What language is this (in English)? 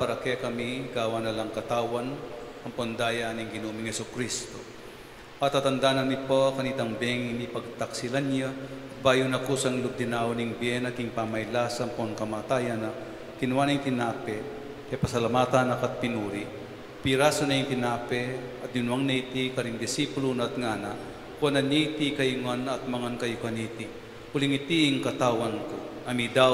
Pampanga